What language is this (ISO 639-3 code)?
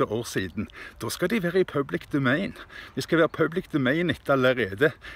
nor